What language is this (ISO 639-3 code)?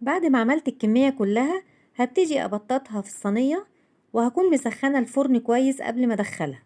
arz